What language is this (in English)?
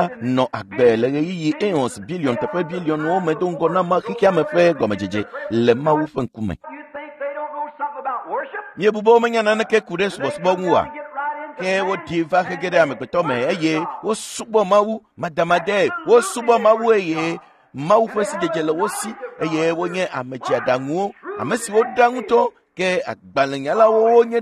Ewe